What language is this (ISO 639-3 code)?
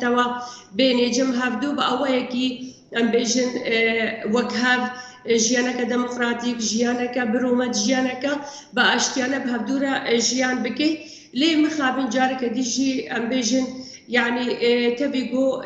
kur